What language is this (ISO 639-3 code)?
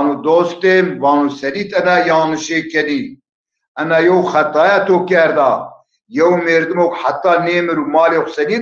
zza